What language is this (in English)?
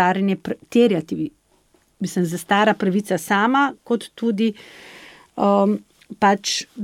Slovenian